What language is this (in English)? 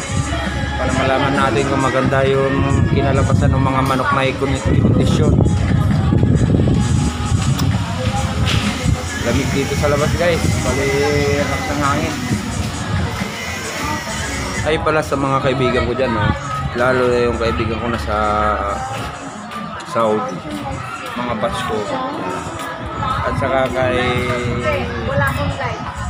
Filipino